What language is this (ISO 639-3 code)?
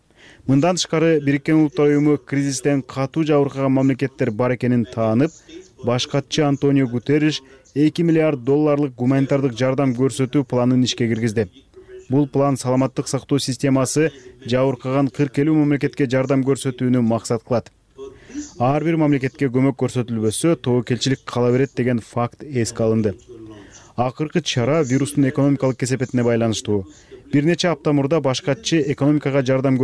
kir